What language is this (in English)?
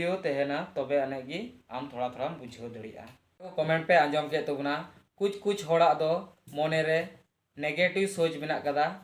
Santali